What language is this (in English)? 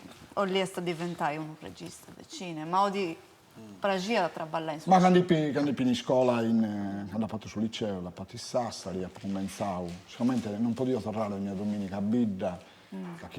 Sardinian